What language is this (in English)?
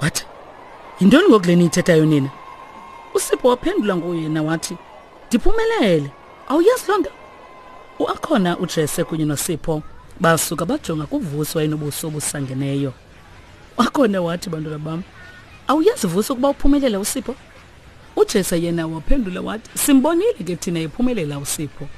Xhosa